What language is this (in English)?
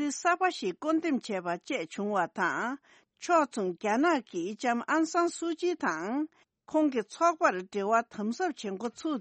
Tibetan